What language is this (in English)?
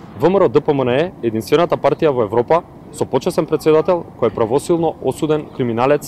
Macedonian